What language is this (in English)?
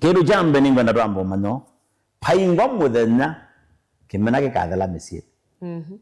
Kamba